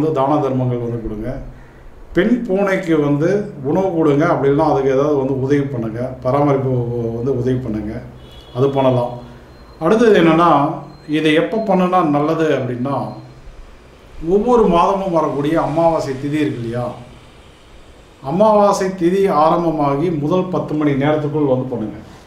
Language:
Tamil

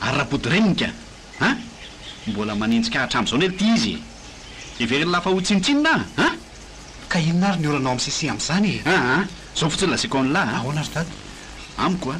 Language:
Malagasy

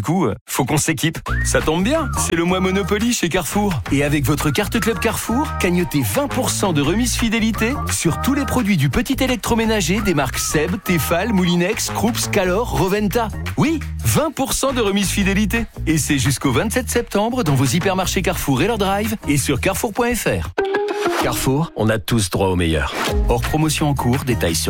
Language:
French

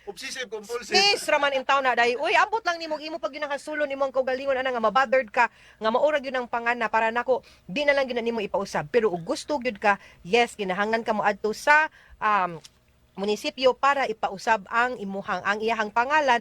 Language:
Cebuano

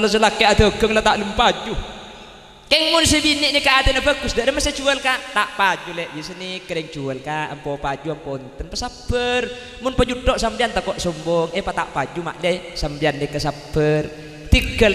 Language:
Madurese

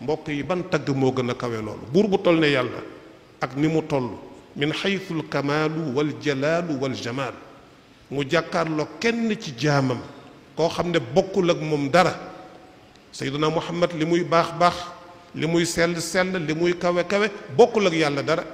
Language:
Wolof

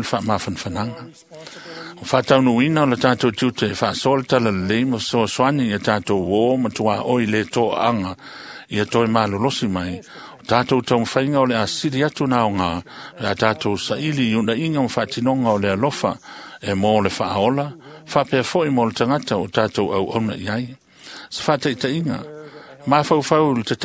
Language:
Samoan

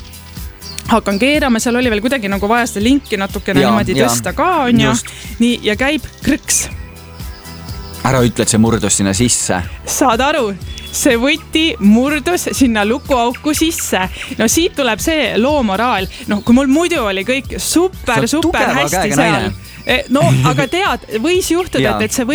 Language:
Estonian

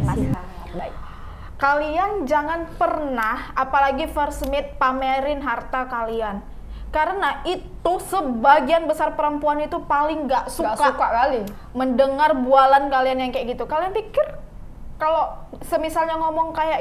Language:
Indonesian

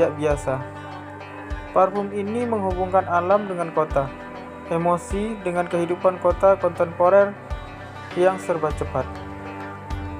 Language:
Indonesian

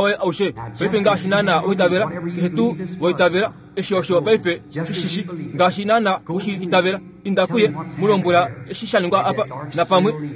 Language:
Kuanyama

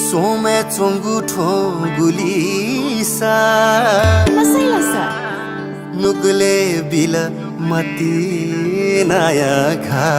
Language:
Newari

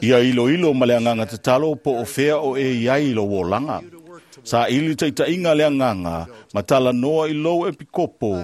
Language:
Samoan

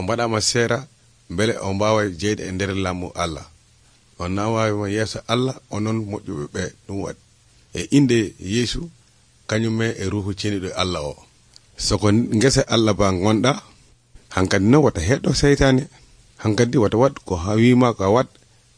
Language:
Nigerian Fulfulde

